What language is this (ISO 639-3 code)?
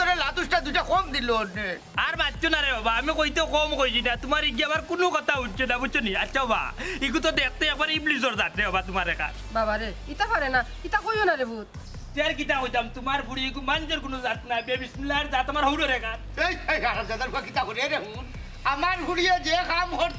syl